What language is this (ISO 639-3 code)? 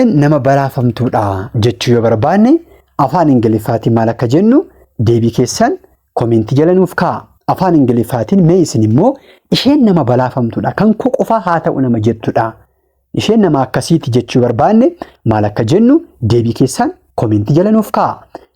orm